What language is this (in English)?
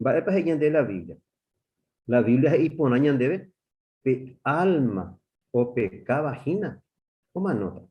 Guarani